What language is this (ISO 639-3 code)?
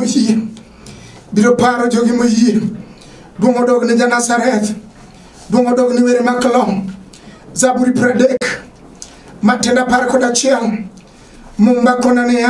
luo